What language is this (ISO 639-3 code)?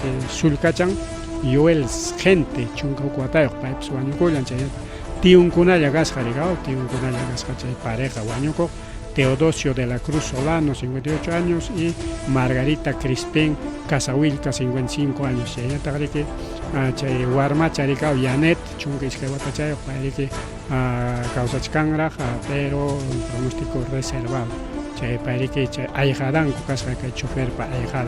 quy